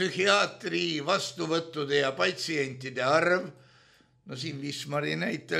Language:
Estonian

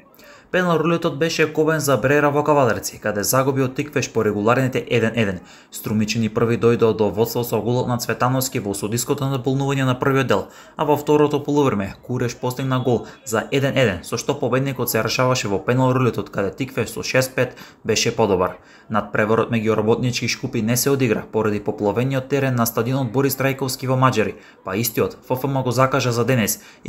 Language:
Macedonian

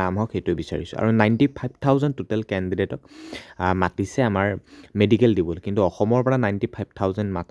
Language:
Assamese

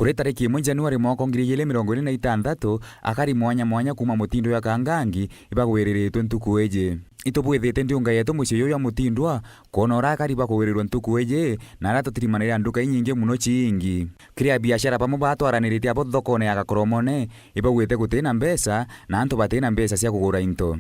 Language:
Meru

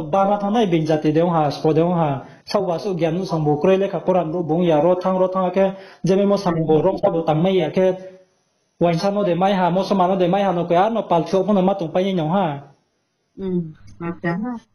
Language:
Riang (India)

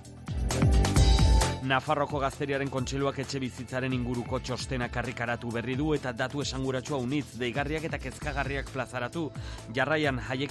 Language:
Basque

